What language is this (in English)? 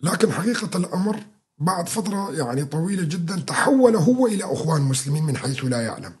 North Levantine Arabic